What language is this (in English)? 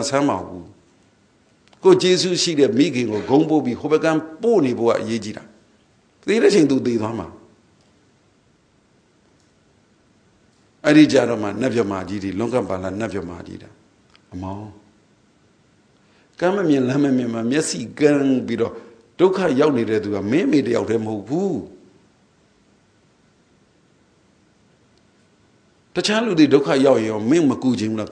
Burmese